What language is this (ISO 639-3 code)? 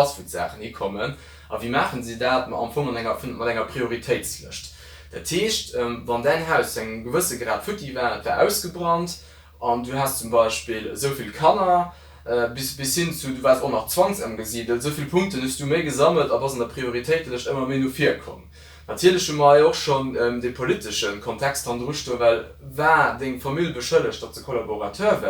ltz